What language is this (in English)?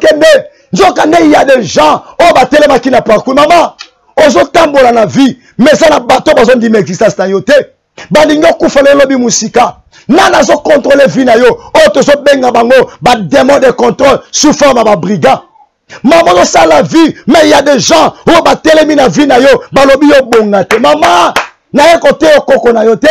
Lingala